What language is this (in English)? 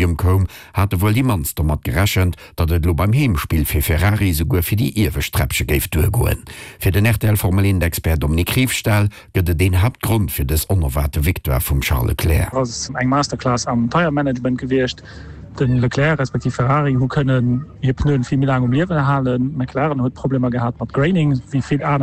Luxembourgish